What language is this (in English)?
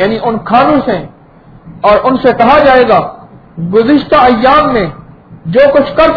Urdu